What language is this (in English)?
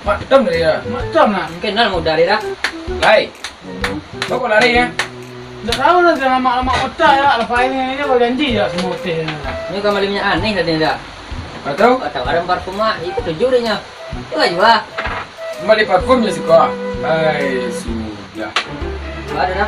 Minangkabau